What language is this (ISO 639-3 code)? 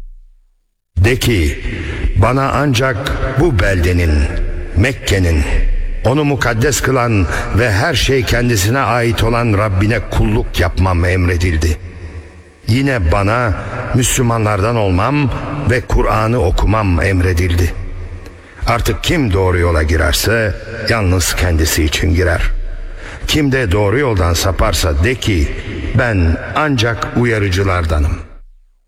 tur